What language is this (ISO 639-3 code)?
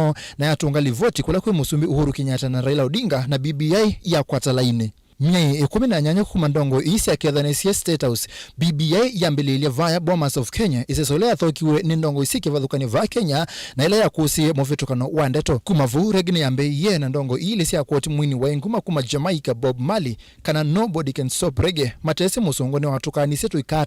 kam